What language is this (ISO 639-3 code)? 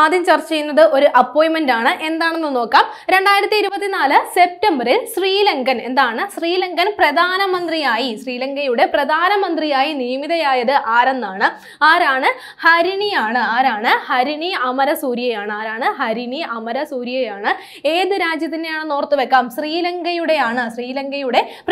mal